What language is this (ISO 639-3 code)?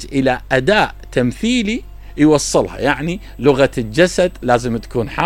acm